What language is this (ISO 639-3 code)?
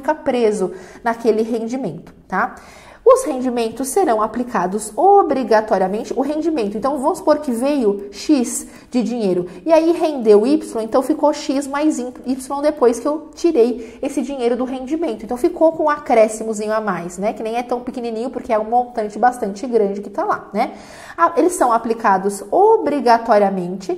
por